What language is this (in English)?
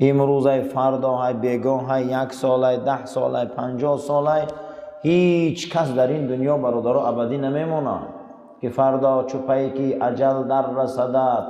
Tajik